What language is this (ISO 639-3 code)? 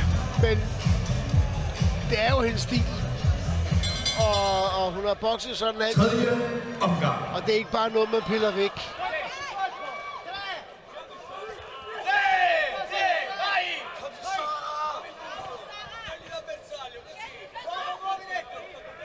dan